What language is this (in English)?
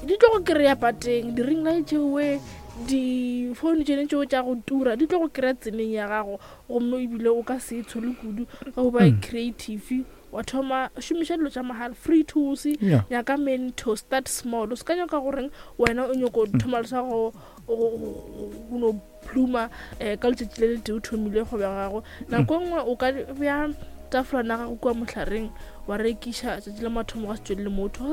Northern Sotho